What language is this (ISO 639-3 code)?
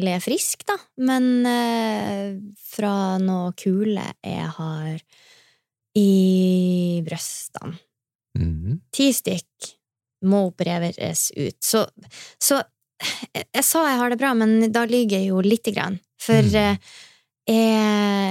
nor